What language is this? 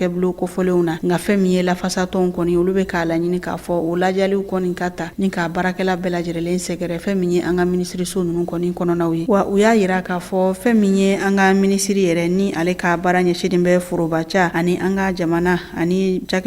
Bambara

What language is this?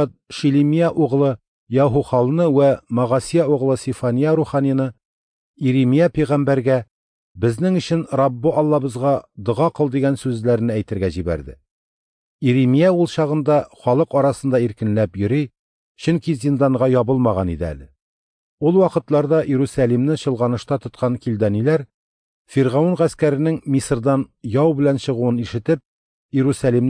Tatar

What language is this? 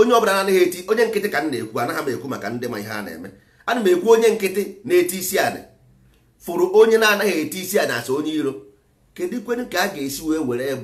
Igbo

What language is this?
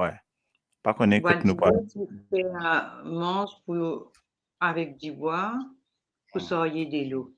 Morisyen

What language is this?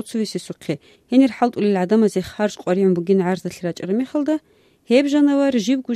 Avaric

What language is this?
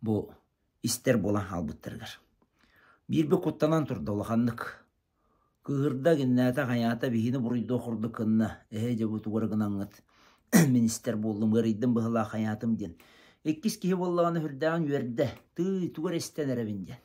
Yakut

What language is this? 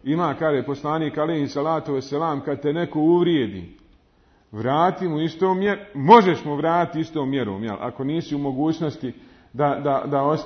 Bosnian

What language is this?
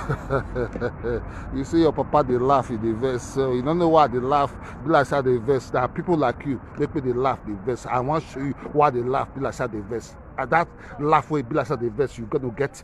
Nigerian Pidgin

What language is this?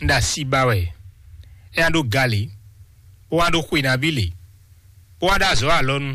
Fon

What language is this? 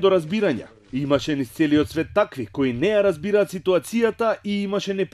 Macedonian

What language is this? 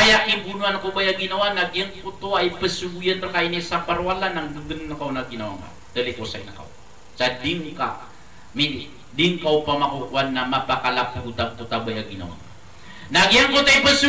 Maranao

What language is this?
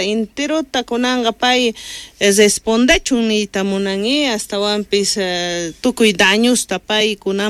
South Bolivian Quechua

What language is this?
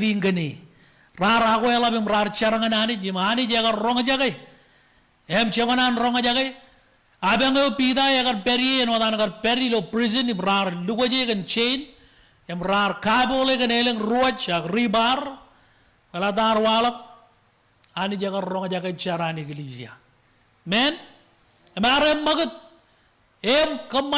Marshallese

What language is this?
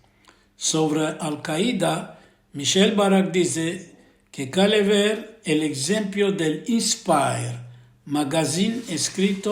Ladino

